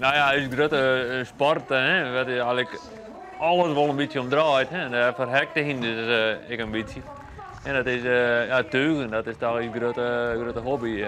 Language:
Western Frisian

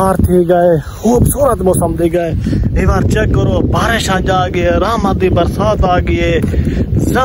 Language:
Saraiki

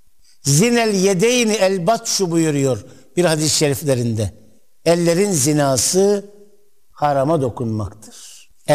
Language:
Turkish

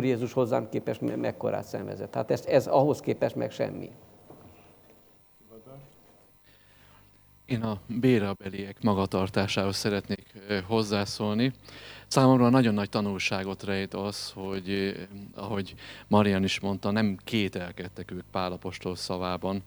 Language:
Hungarian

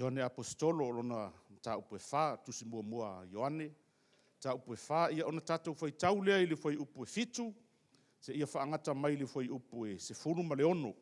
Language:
Samoan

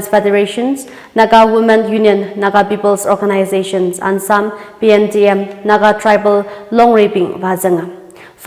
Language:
Tangkhul Naga (India)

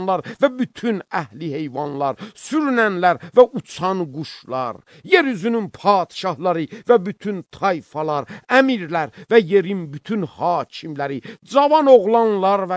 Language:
Azerbaijani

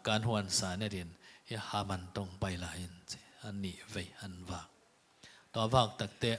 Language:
Tedim Chin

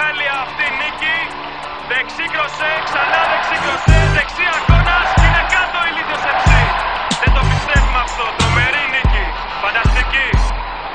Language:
Greek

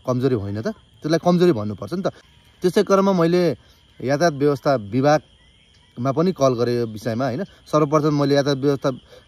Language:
Nepali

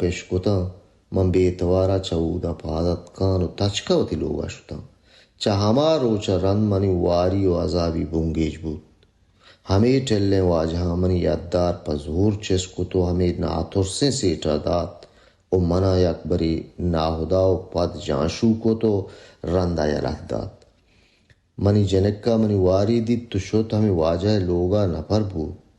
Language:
Baluchi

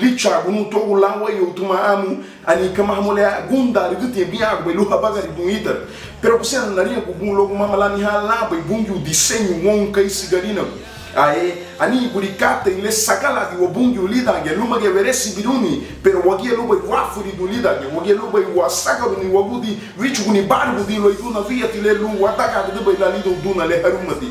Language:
Garifuna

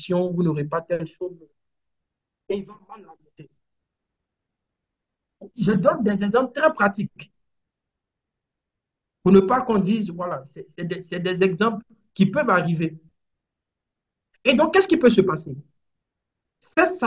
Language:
French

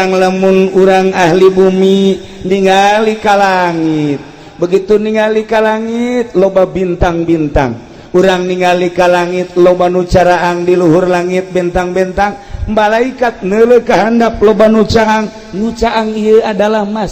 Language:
Sundanese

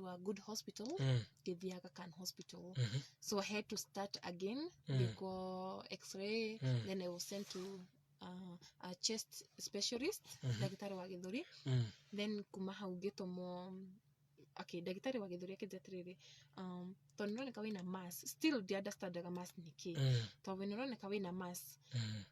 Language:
Kikuyu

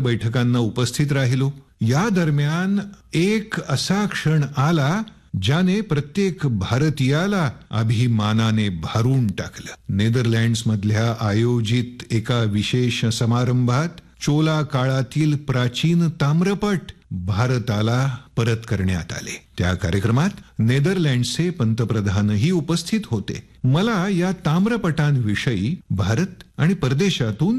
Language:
Marathi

